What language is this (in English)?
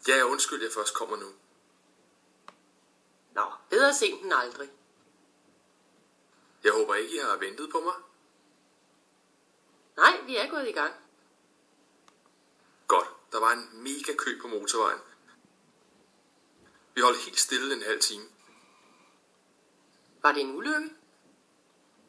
Danish